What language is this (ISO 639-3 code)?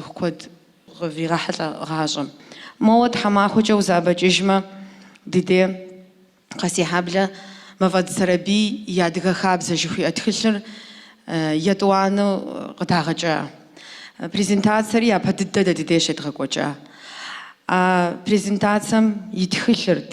kbd